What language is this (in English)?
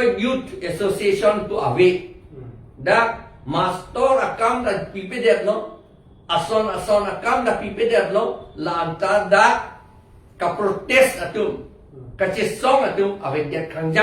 Karbi